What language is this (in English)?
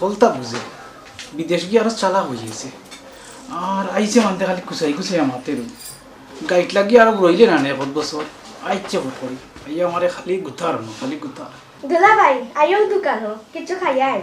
Sylheti